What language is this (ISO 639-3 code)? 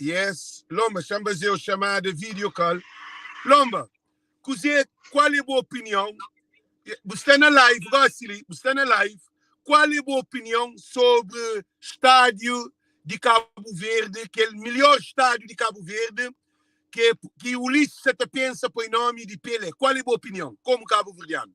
kea